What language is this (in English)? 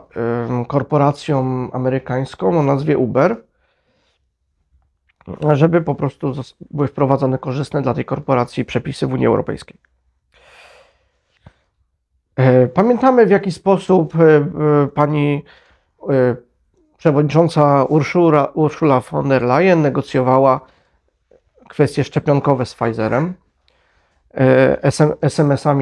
Polish